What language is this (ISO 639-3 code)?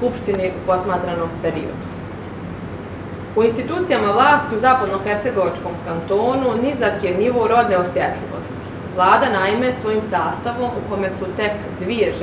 bos